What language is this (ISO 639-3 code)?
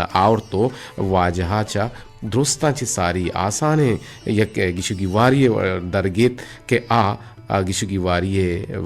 bgp